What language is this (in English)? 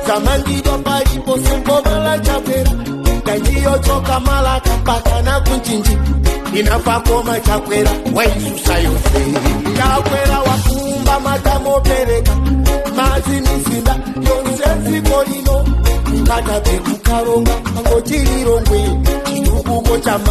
Nyanja